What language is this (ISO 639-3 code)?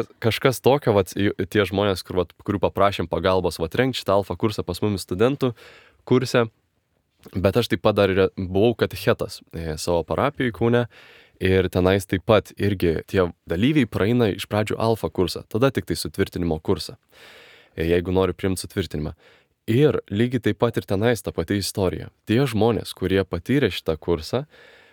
lit